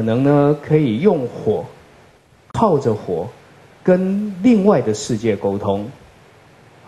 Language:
Chinese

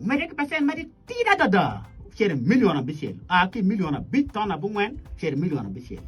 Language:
Acoli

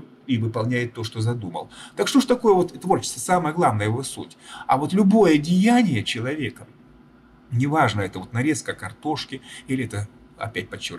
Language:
Russian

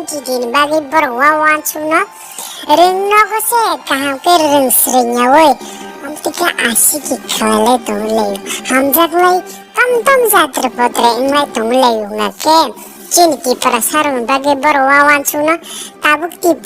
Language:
Kok Borok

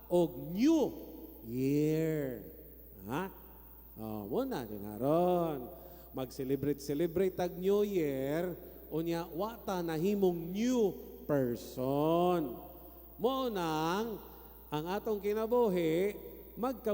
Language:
Cebuano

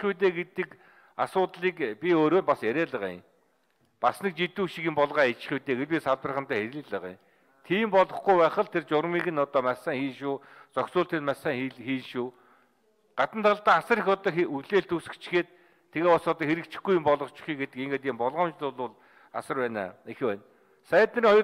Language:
Mongolian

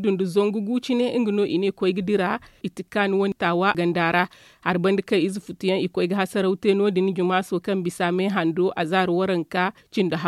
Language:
Zarma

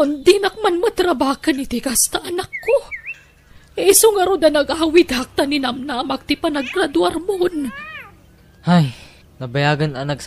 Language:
Iloko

